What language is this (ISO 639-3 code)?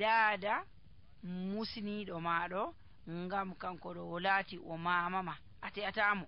fuv